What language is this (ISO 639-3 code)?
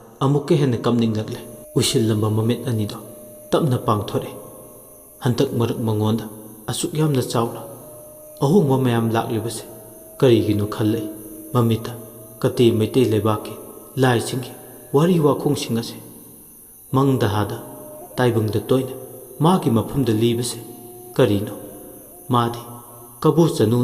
mni